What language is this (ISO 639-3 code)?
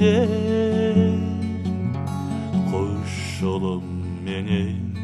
kaz